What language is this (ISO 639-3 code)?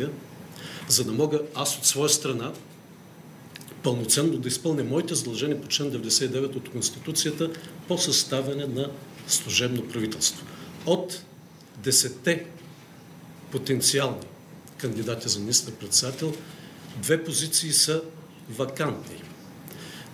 bul